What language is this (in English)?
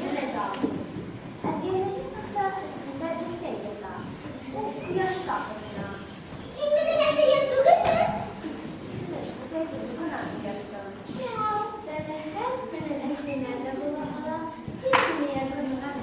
Bashkir